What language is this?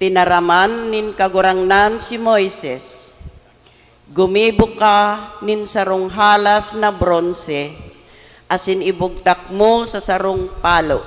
Bikol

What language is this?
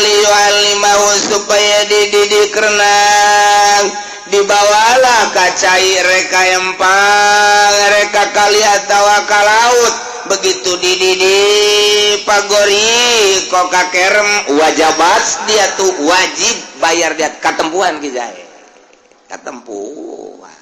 Sundanese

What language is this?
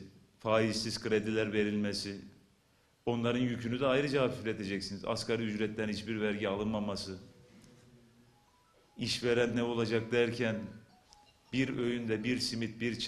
Turkish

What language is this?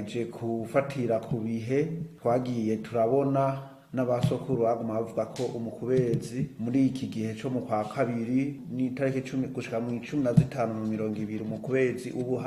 Rundi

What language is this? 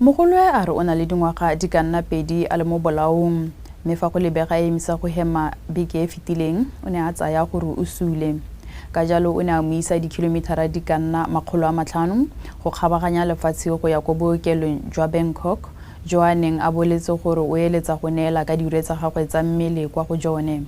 Tswana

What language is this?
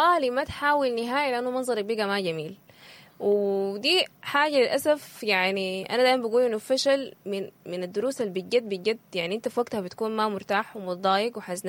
Sudanese Arabic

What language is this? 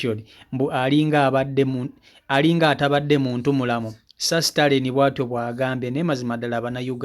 Ganda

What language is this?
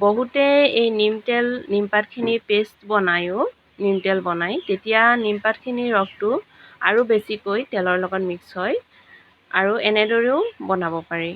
Assamese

